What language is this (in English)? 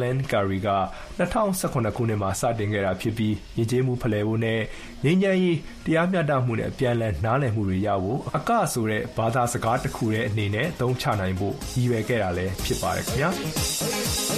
Burmese